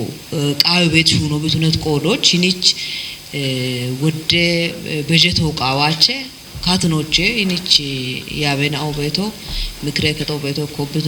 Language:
Kafa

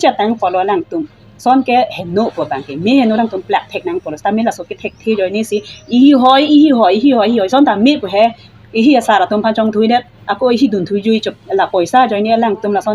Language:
Karbi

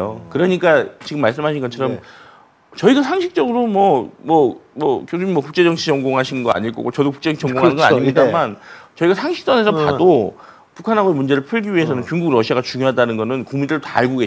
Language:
Korean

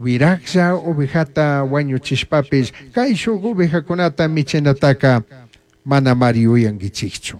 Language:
Chimborazo Highland Quichua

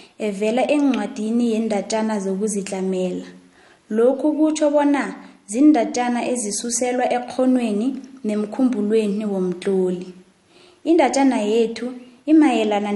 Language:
South Ndebele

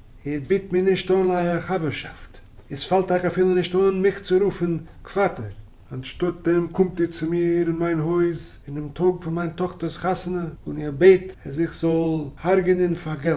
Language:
Yiddish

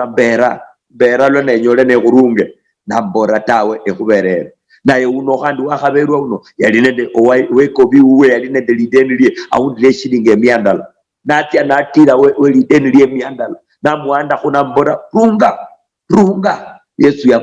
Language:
Luyia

